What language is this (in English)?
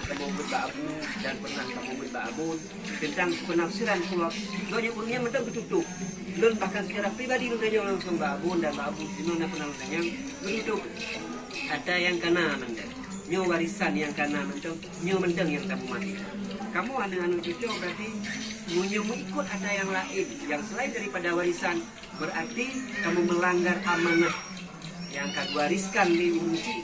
Achinese